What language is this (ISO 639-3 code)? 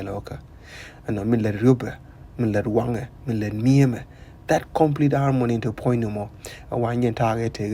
nus